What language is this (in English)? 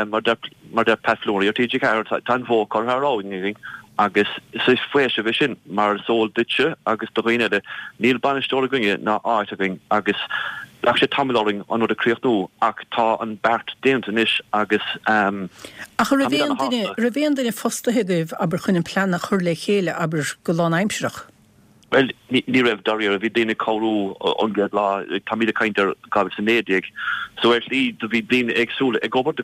Irish